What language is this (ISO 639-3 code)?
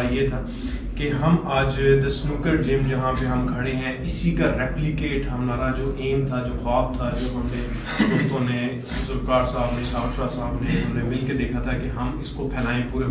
urd